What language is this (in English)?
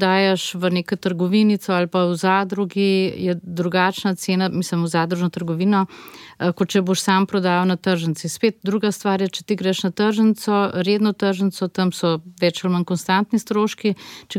Slovenian